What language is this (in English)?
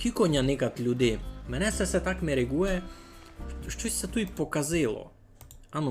Rusyn